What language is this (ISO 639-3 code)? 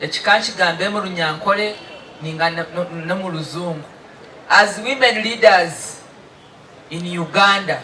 nyn